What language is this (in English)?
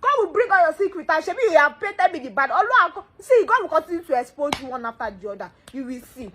Nigerian Pidgin